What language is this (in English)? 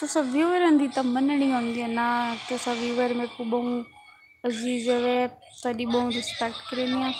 Saraiki